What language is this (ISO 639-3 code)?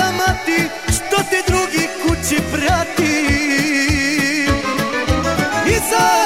hrv